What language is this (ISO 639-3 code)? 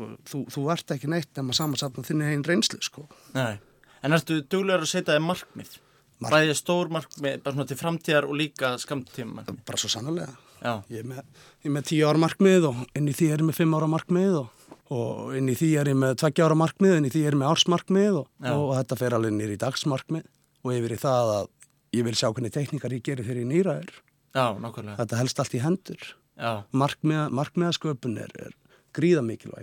isl